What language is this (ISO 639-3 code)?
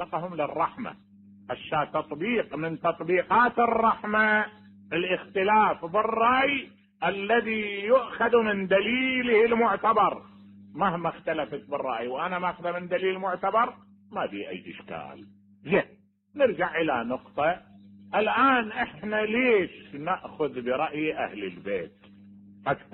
acm